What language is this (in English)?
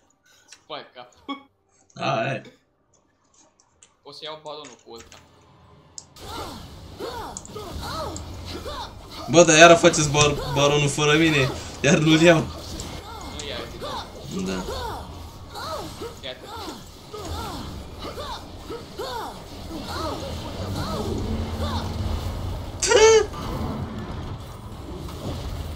Romanian